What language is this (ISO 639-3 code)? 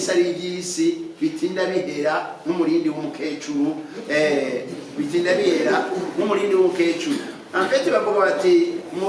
run